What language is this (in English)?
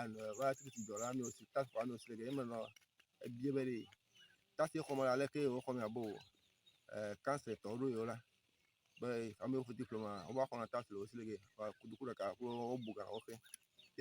Ewe